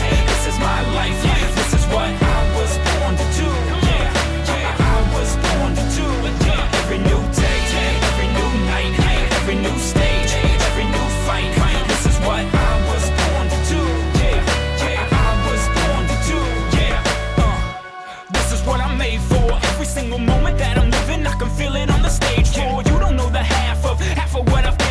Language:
English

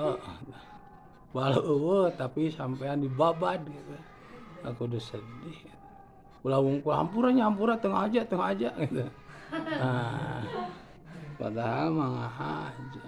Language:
Sundanese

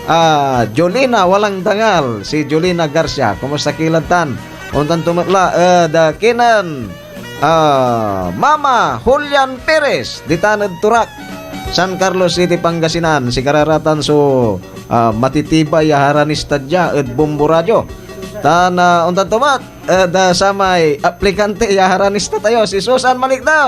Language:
Pangasinan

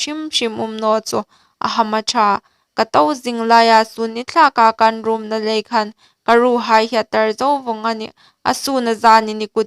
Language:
Hmar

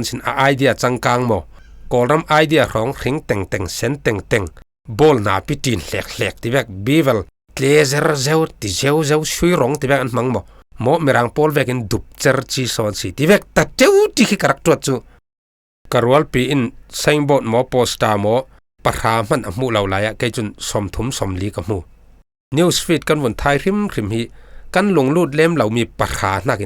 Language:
Falam Chin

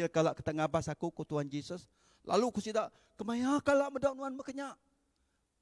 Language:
Iban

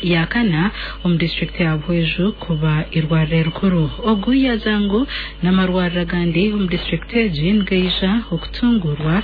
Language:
Nyankole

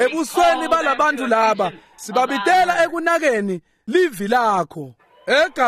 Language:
Swati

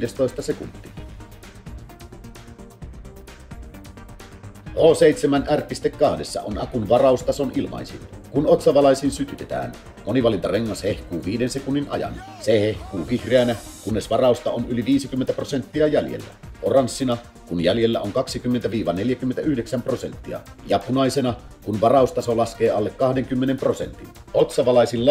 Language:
Finnish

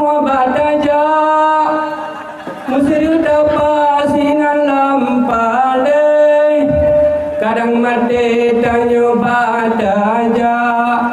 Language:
Achinese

